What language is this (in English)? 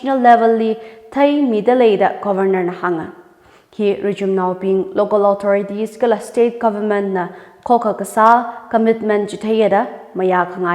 Tangkhul Naga (India)